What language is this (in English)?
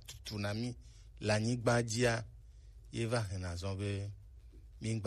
Gen